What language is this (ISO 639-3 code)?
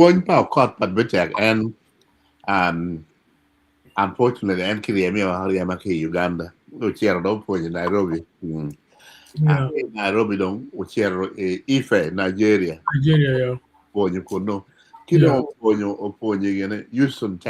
ach